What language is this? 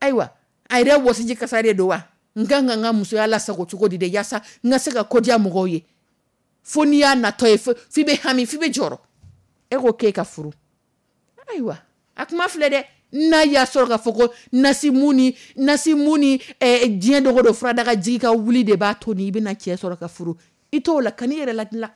Dyula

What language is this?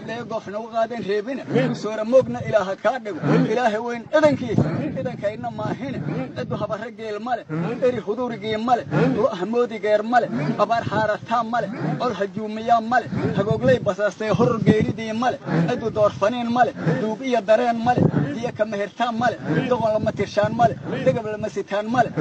Somali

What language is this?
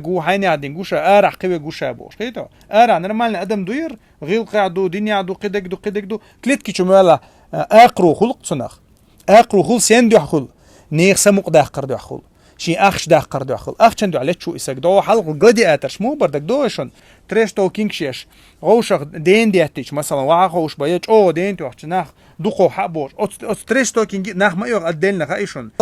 Chechen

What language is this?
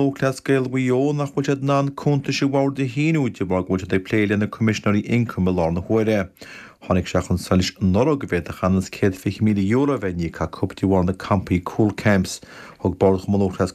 Irish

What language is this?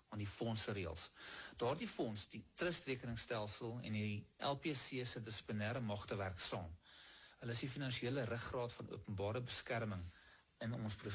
Afrikaans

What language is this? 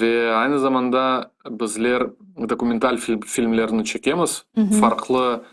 Crimean Tatar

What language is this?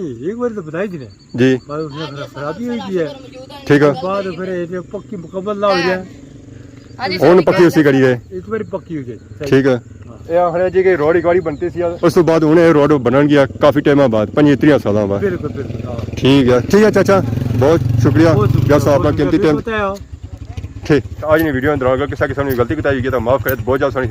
Pahari-Potwari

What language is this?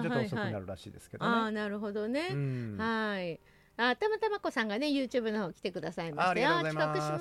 Japanese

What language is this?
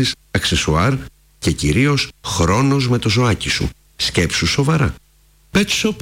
Greek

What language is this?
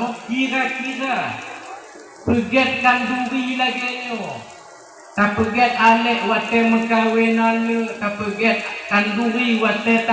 Achinese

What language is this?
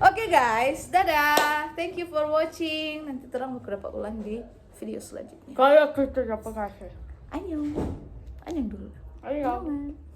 Manado Malay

